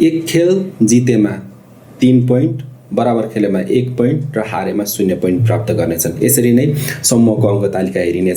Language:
Nepali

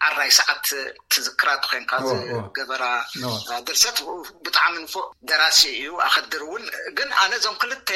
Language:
Tigrinya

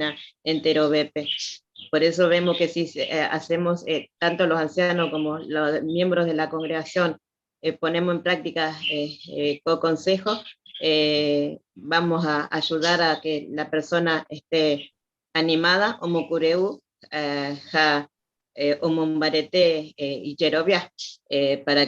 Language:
Guarani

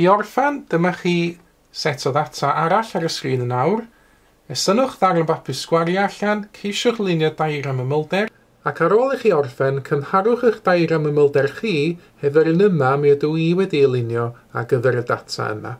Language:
Welsh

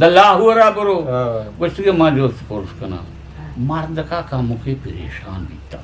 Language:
Eastern Balochi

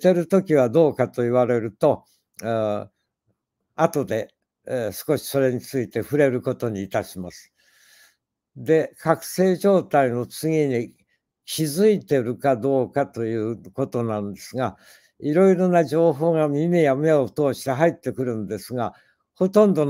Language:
Japanese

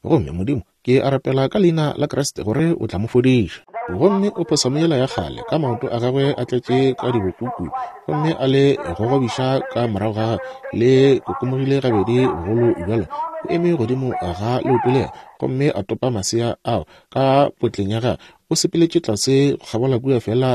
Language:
Northern Sotho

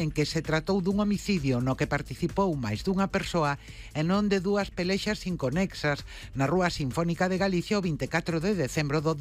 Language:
Galician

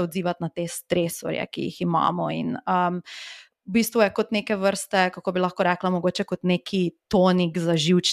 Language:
Slovenian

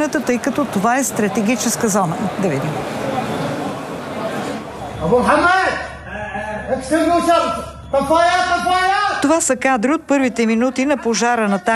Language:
Bulgarian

